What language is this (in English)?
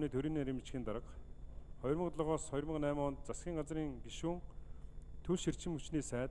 Mongolian